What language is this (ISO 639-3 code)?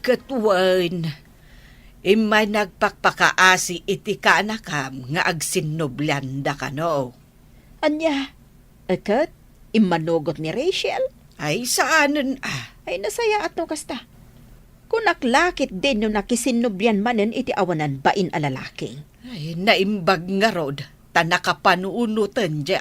ilo